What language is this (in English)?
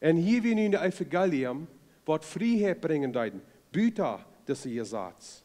Plautdietsch